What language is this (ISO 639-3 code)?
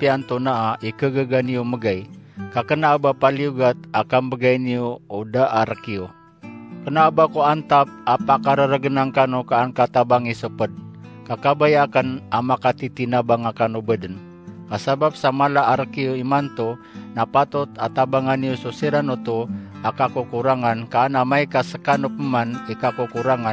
mrw